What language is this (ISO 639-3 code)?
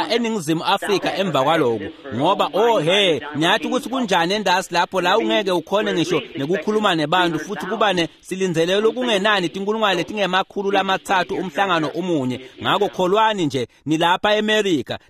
ssw